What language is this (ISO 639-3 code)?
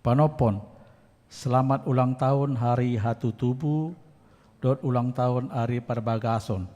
bbc